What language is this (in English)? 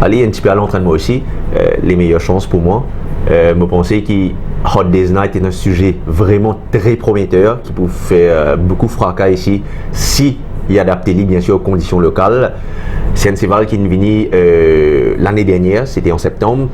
Morisyen